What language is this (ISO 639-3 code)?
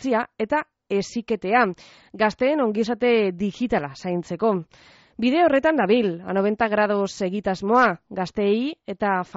eus